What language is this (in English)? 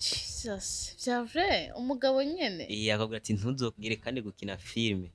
Rundi